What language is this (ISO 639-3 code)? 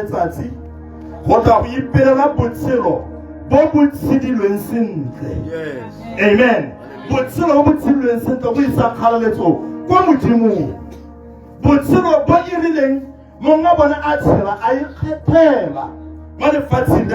tsn